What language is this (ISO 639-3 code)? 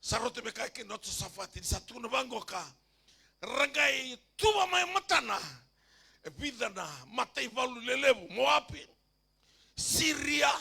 fij